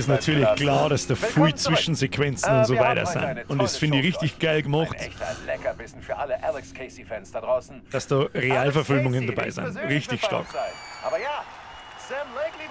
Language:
Bavarian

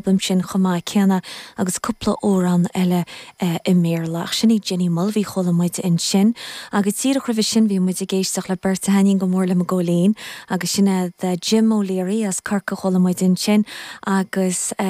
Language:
Irish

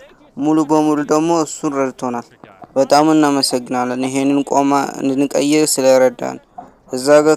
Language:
Amharic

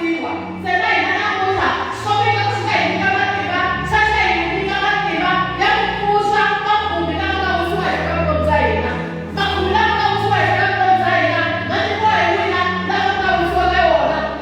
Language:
Tsonga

